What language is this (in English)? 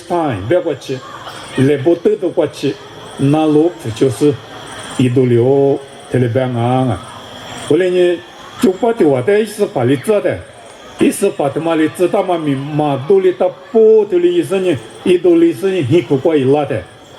Lisu